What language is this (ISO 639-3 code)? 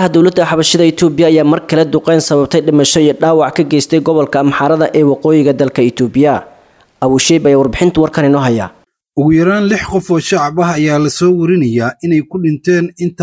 som